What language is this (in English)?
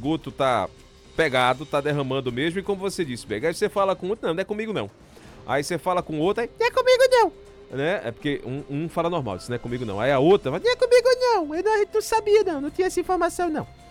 Portuguese